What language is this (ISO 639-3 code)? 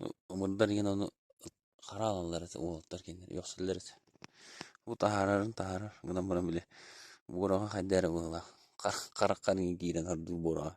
sah